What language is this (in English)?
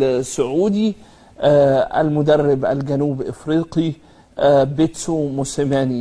Egyptian Arabic